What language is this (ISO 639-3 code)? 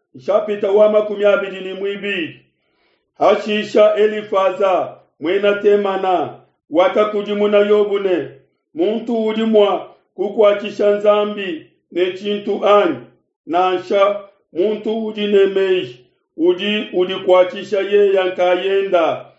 lua